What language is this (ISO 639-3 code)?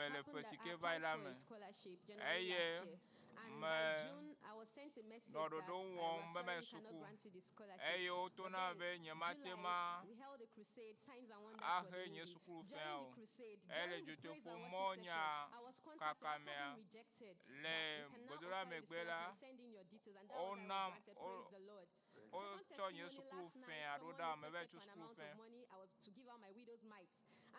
ewe